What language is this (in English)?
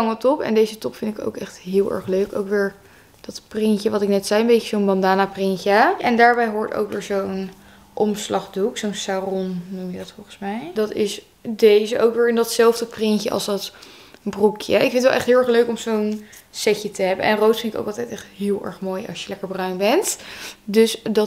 Dutch